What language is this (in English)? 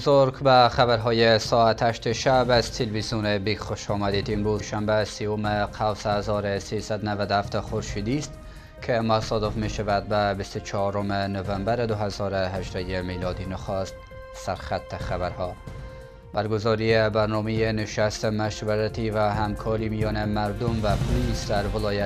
Persian